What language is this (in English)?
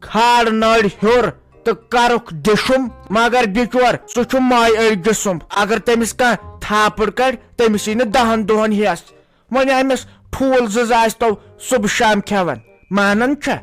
Kashmiri